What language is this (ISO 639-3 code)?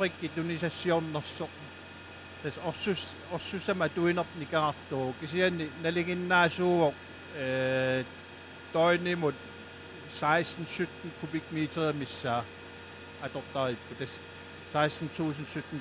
kal